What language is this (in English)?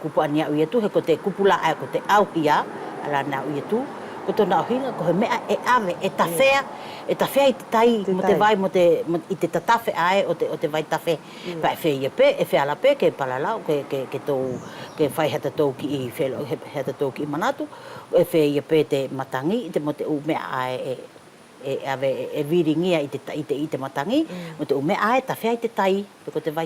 Wallisian